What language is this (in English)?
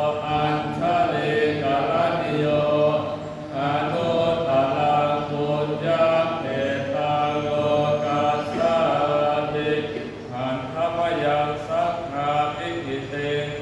Pali